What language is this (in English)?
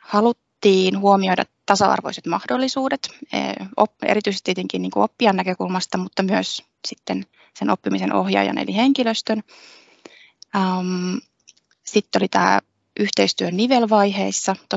Finnish